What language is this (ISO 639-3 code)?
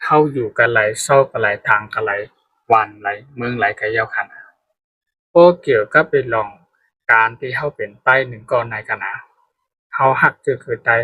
shn